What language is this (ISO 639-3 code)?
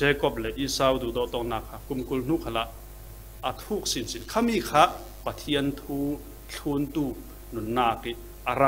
cfm